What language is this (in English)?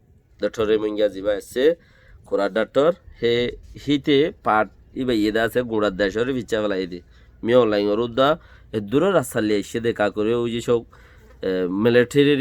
Rohingya